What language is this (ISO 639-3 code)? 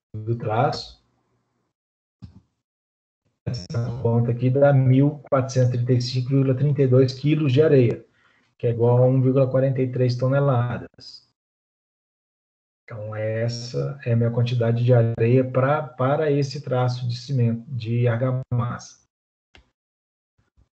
por